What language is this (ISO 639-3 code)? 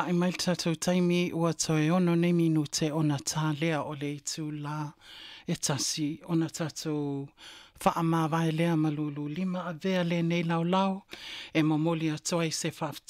smo